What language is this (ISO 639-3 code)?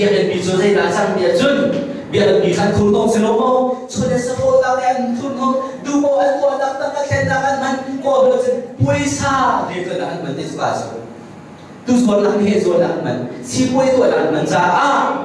cnh